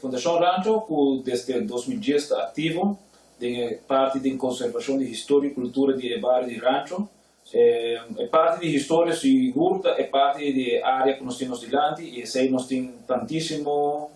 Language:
Papiamento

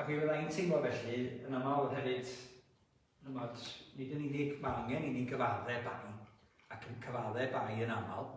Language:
Welsh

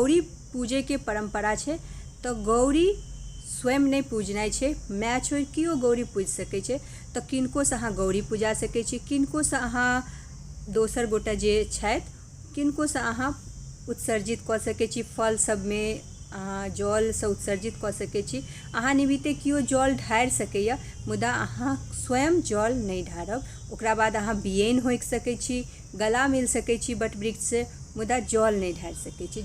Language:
Maithili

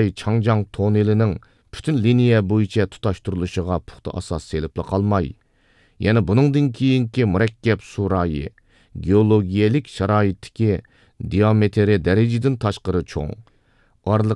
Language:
Uyghur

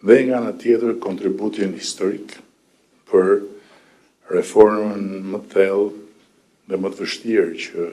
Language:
Albanian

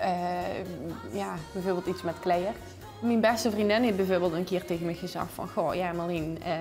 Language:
Limburgish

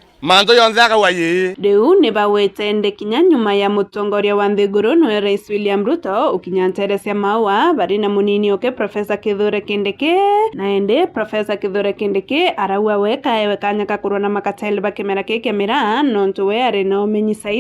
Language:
Meru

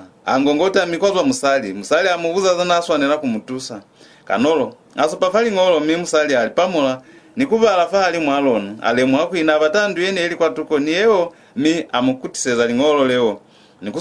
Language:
Lozi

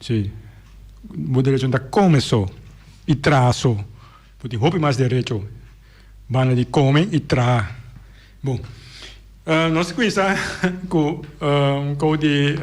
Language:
Papiamento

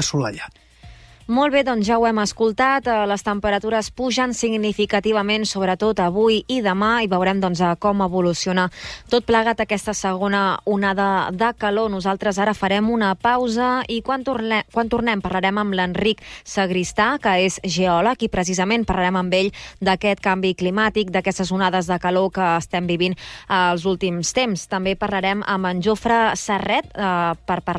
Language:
Catalan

